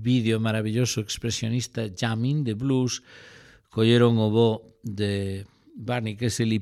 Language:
Galician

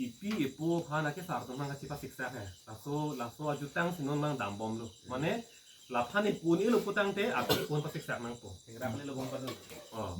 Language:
Karbi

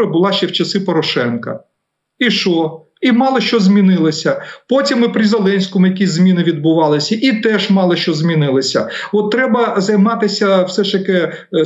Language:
Ukrainian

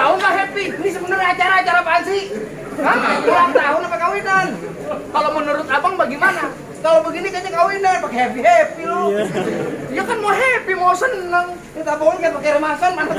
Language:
Betawi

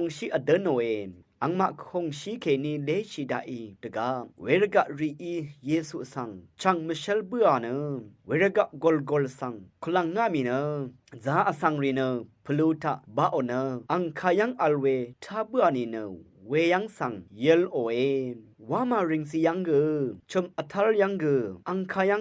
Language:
Rawang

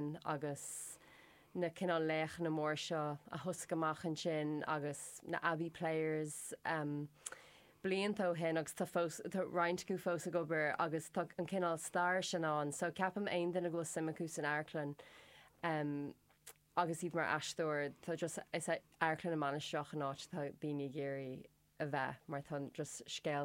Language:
Irish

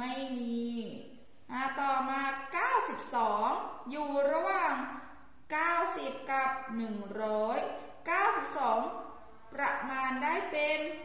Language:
Thai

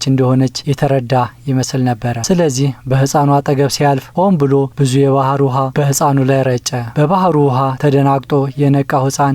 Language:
Amharic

